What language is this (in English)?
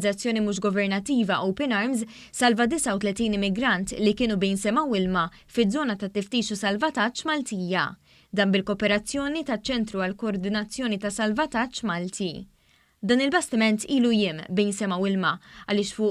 Maltese